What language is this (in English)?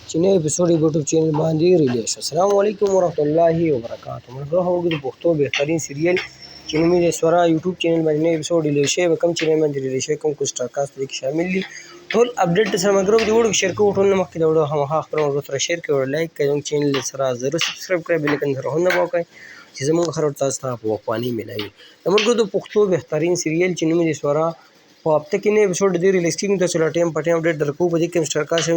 Pashto